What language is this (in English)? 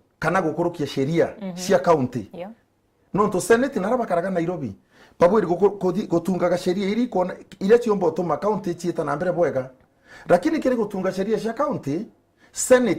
Meru